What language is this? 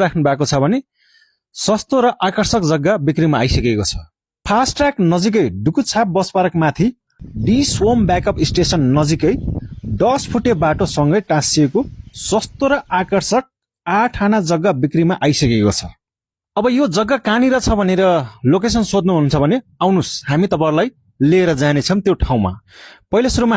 Nepali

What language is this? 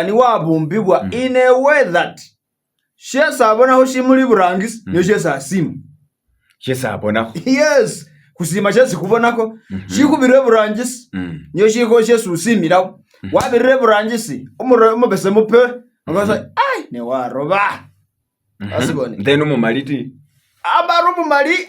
Masaaba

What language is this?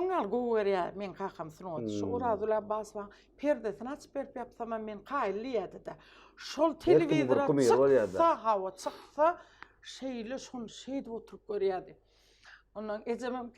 Turkmen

